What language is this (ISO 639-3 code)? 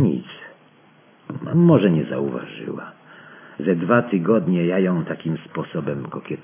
pol